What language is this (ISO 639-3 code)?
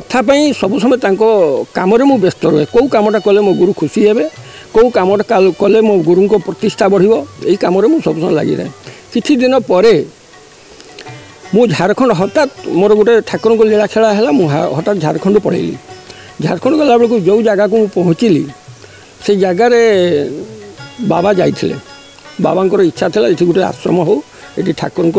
ori